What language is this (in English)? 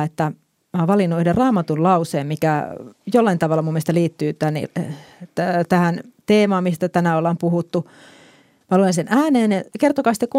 Finnish